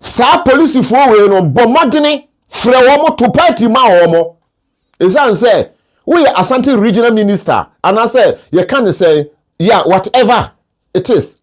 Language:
Akan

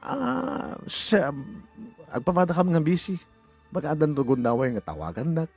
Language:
Iloko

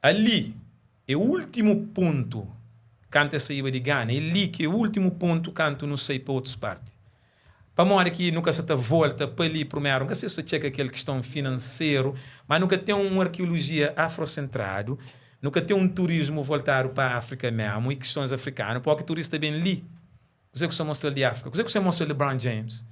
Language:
Kabuverdianu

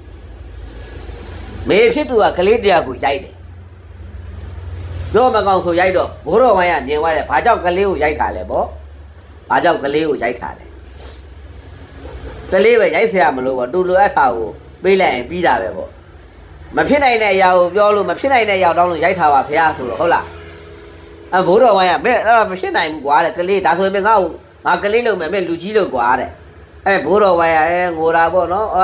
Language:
Burmese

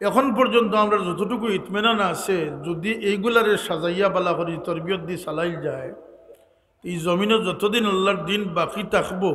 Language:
Sylheti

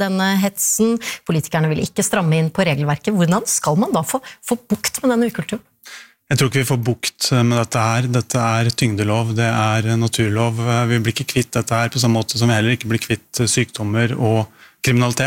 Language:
Norwegian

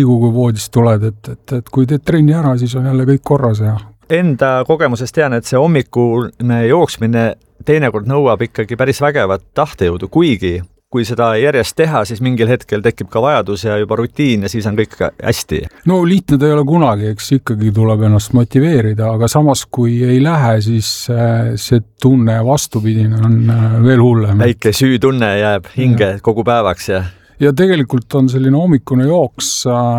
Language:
Estonian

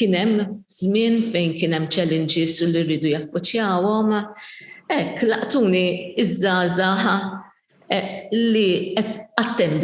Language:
Maltese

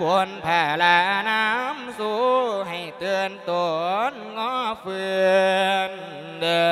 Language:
Lao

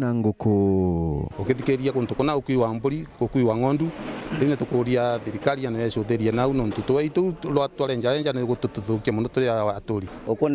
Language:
Meru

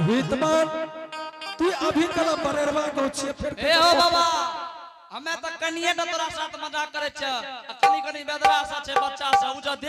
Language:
Angika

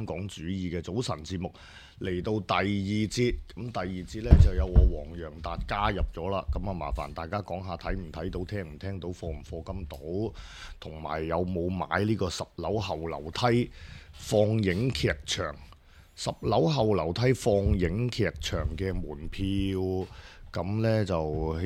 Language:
Cantonese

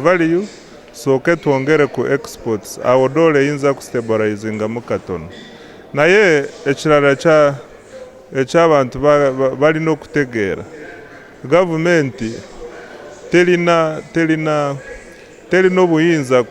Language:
Ganda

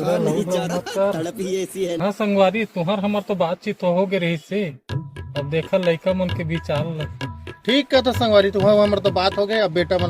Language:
Chhattisgarhi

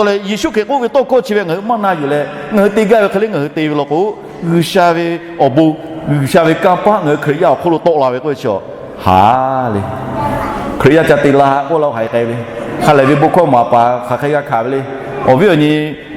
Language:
Lahu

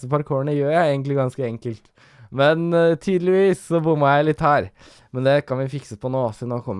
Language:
Norwegian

